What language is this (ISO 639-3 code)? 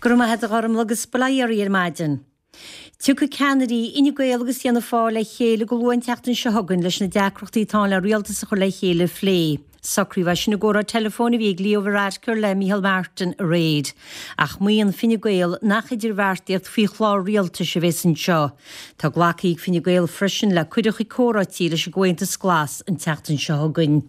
gle